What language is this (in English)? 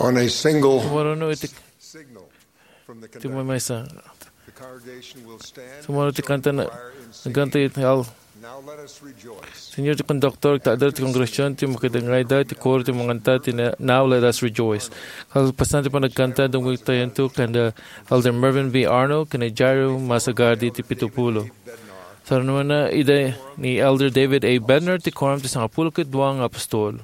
Iloko